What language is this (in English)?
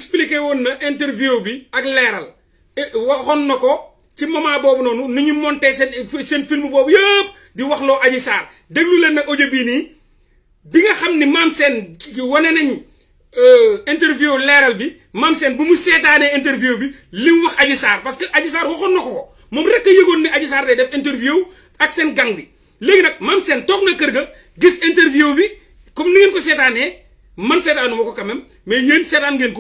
Wolof